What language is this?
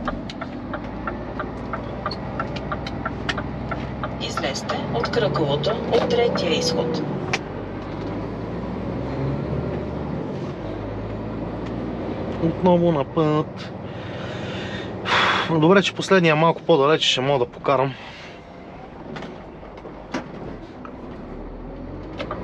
Bulgarian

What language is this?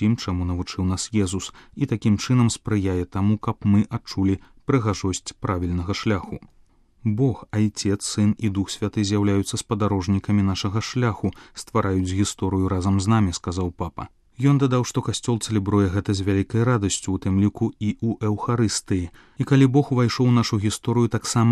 Belarusian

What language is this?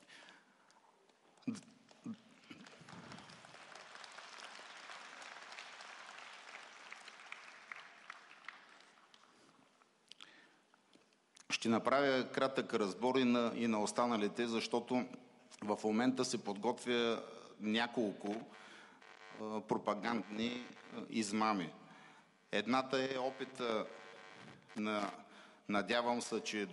Bulgarian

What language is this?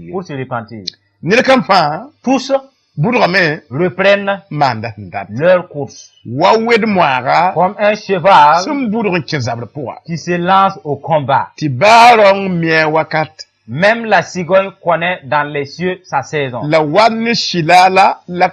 Mossi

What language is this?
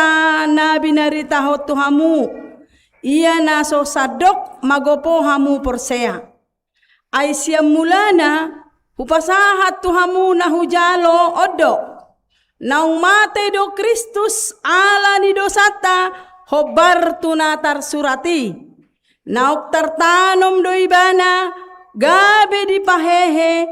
Batak Toba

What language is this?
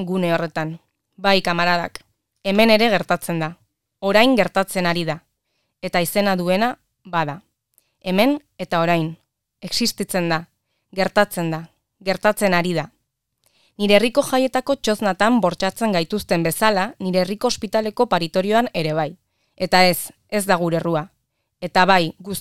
Basque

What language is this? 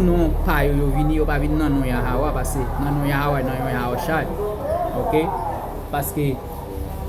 Haitian Creole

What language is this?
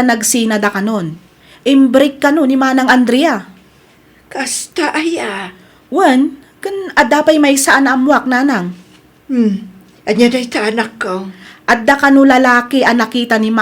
Iloko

